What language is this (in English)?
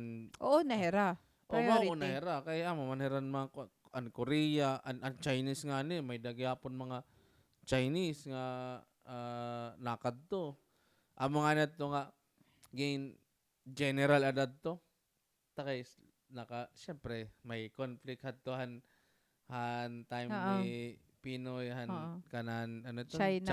Waray